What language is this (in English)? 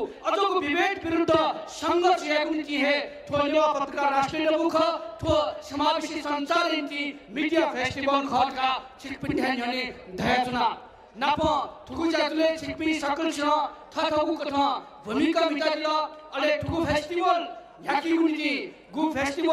Newari